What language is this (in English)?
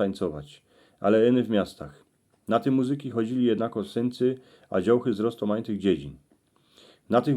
Silesian